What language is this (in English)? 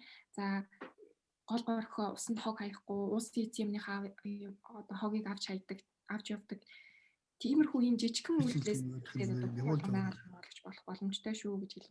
Mongolian